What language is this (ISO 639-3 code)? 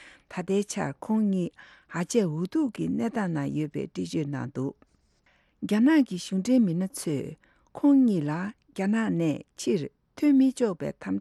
bod